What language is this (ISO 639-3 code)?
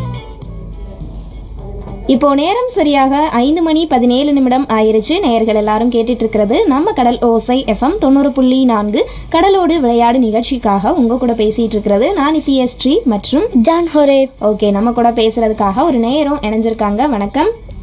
tam